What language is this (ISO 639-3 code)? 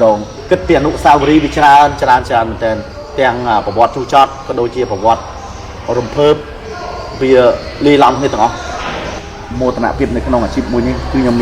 khm